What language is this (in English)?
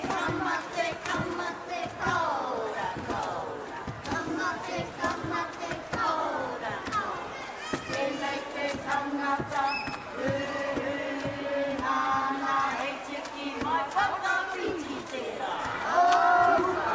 Māori